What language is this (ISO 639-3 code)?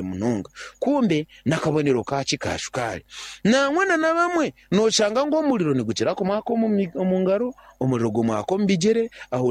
nyn